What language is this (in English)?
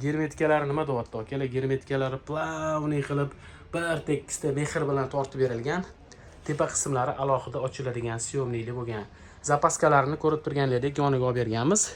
Uzbek